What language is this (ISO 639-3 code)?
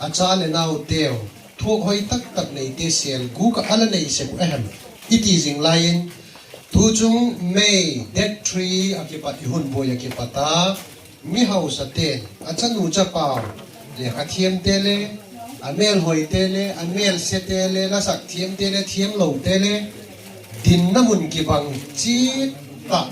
pck